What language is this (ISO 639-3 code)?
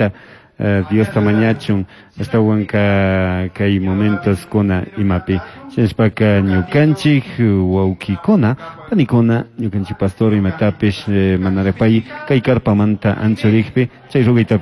qug